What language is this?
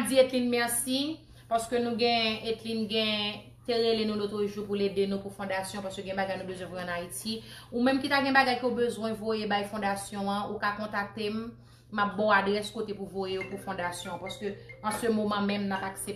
Haitian Creole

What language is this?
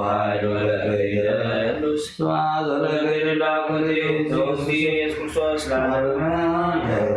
Geez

